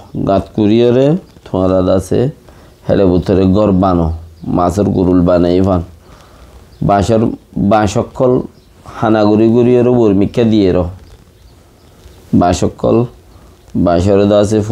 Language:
Rohingya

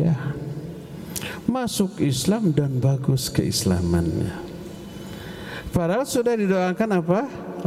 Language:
Indonesian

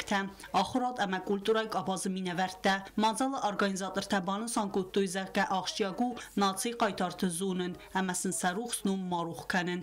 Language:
Ossetic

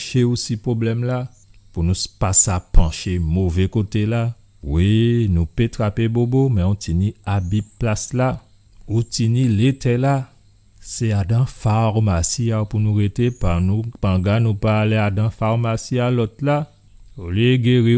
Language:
Guadeloupean Creole French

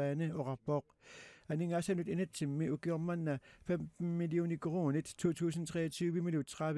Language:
Kalaallisut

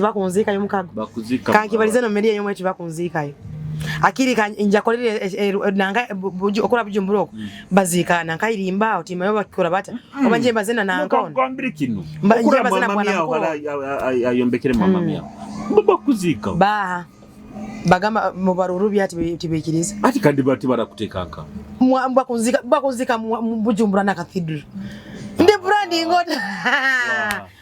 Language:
Nyoro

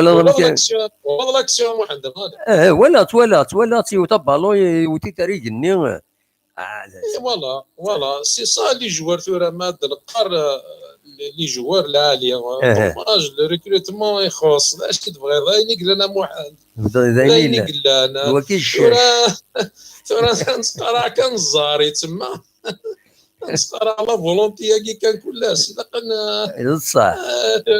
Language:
Kabyle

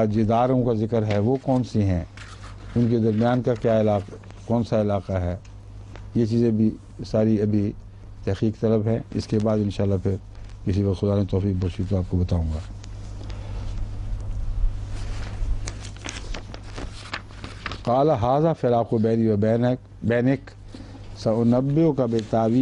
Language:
Urdu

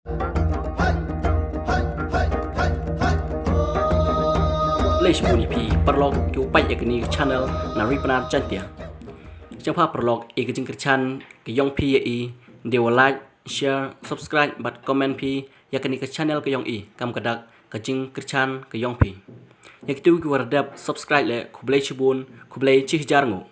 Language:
Khasi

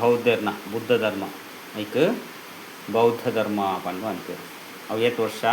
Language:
Tulu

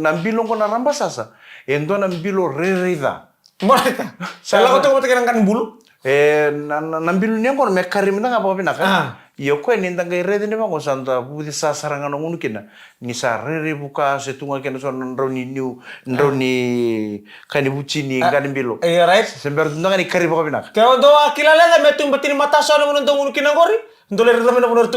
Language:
Fijian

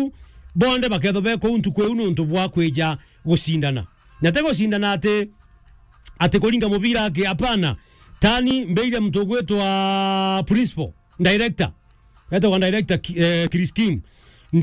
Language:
Meru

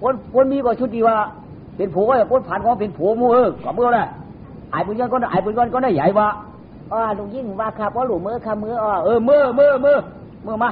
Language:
Shan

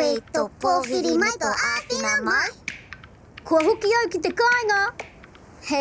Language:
Māori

